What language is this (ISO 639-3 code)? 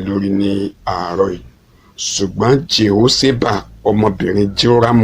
yor